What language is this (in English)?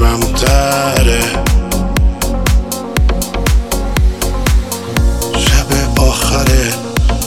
Persian